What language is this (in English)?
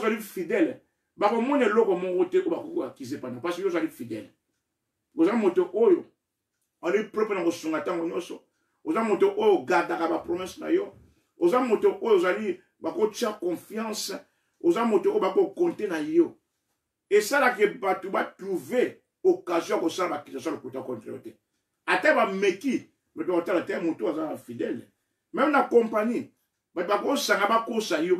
Lingala